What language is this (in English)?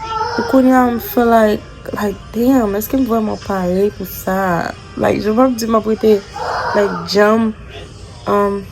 Haitian Creole